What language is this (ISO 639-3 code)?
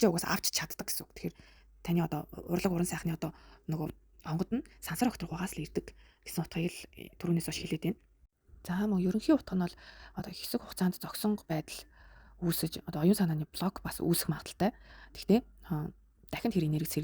mon